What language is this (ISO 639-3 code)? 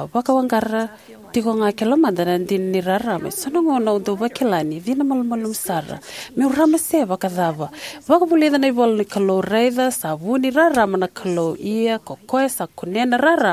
fij